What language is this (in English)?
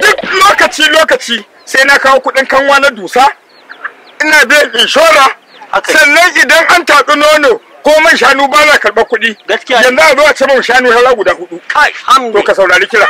Hausa